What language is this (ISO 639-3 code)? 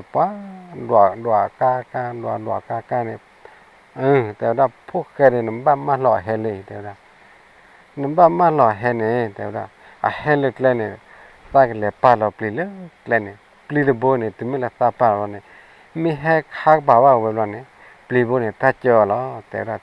ksw